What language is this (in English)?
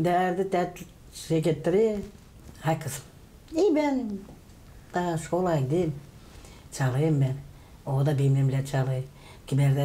Gagauz